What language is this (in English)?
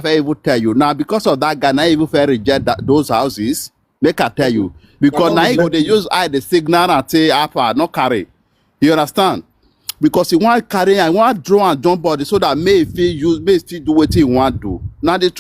Nigerian Pidgin